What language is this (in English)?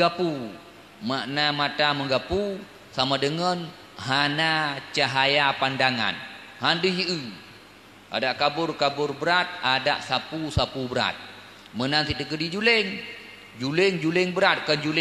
Achinese